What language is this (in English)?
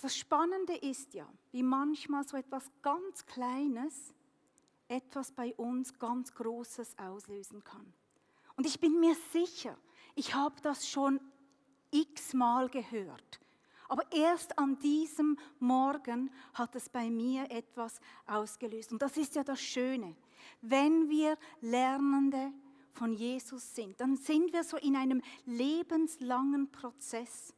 Swiss German